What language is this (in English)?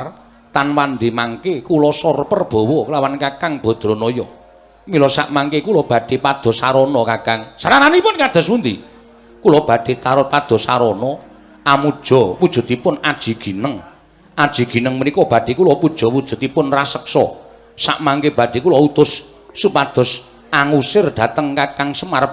Javanese